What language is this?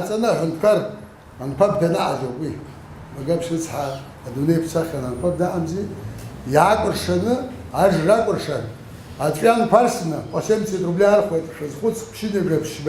Abkhazian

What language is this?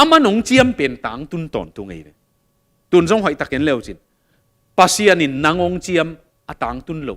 Tedim Chin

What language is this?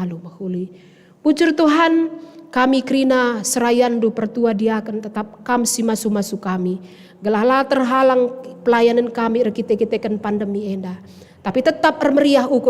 Batak Karo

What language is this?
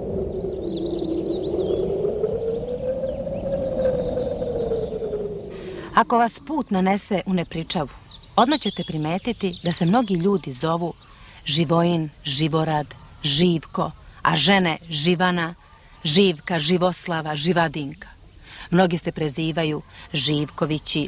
Serbian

